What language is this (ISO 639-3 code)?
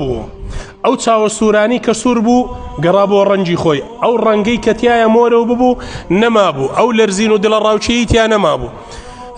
ckb